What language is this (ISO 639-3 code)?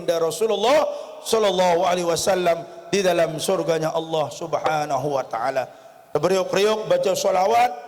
sas